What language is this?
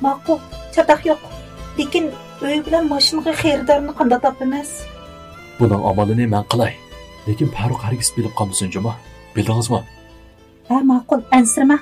Uyghur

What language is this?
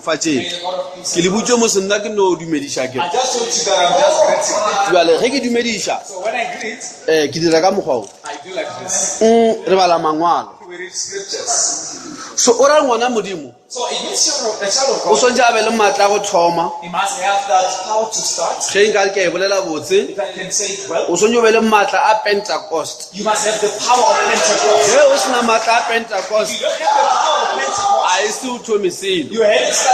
Northern Sotho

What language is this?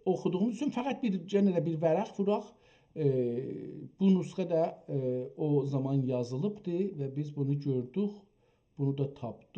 South Azerbaijani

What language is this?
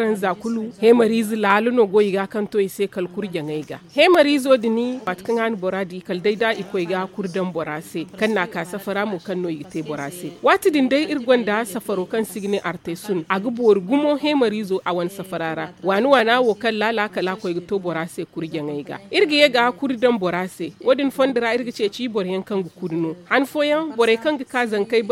Zarma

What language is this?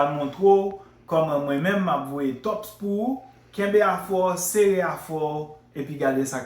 Haitian Creole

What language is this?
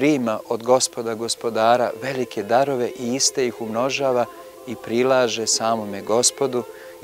Serbian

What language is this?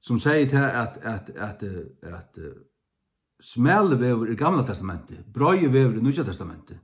Faroese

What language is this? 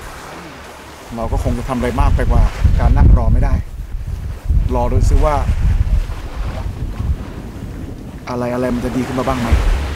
Thai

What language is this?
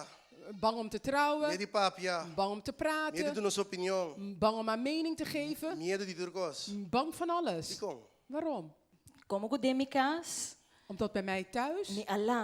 Papiamento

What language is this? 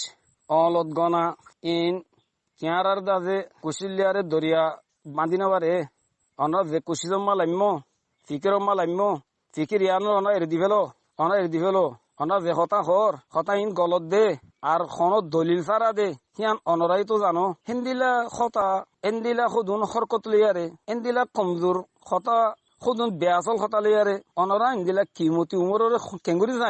Rohingya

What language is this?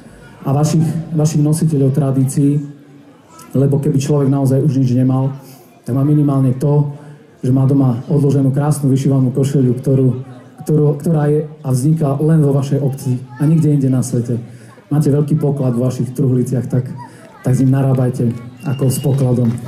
Slovak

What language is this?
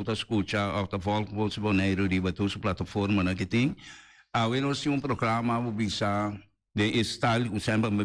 Papiamento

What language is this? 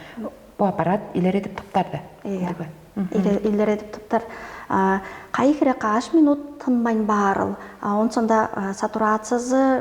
Tuvinian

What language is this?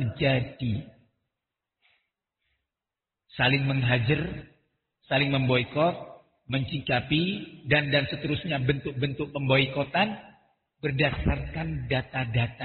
Indonesian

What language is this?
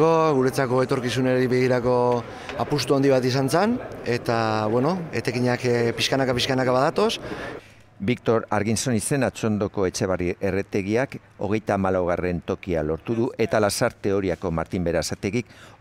Basque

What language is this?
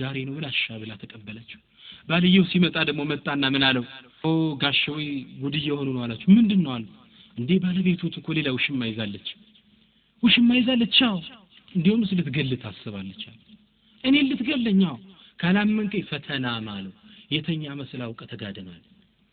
Amharic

